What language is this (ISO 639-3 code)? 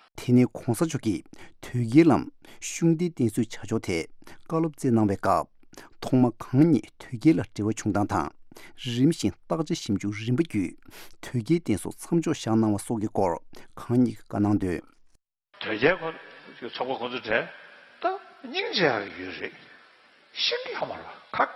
bod